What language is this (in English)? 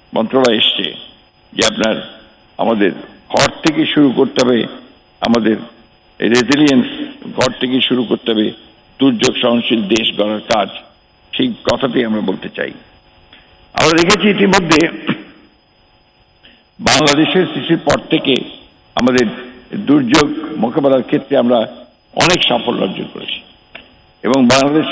Bangla